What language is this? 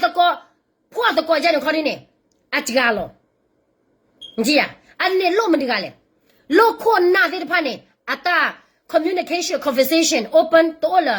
S'gaw Karen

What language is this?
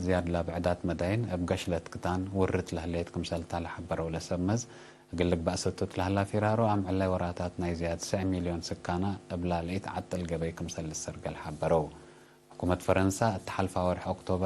Tigre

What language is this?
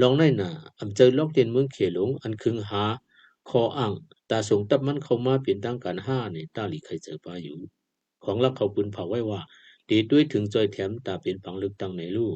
Shan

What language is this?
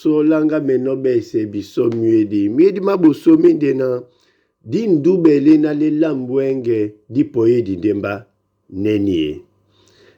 Duala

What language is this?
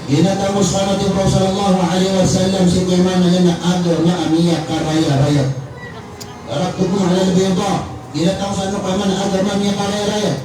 Maranao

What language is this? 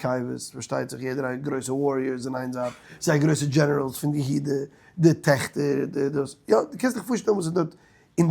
Yiddish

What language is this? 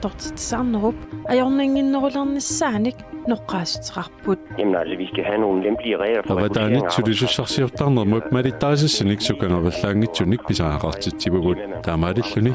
Kalaallisut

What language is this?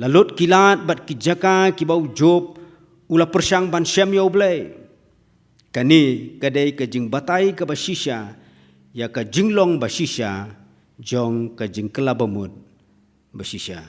Khasi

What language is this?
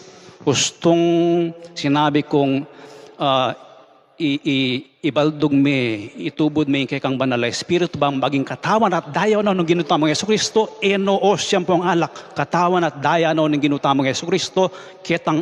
Pampanga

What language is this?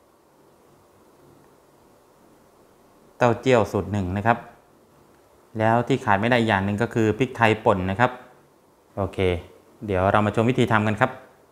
Thai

